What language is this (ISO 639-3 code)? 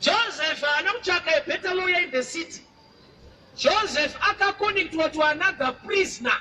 sna